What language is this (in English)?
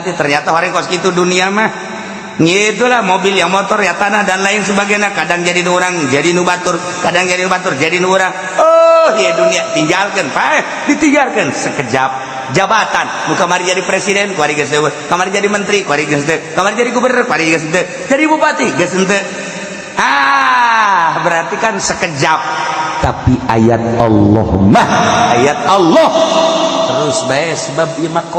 Sundanese